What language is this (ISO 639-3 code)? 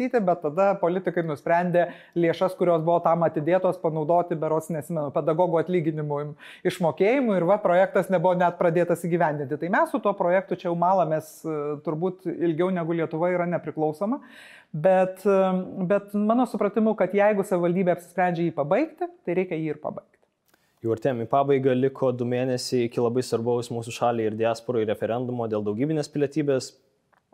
lit